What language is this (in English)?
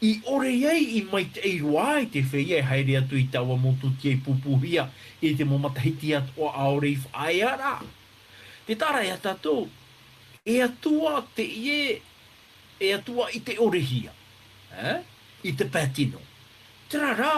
Tahitian